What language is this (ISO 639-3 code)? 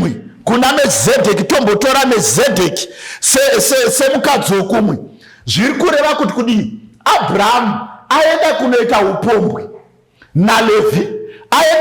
sna